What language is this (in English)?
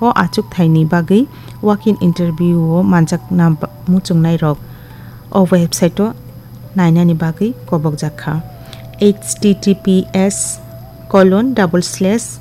Kok Borok